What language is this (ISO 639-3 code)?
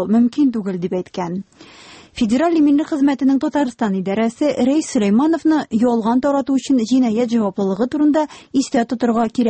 tat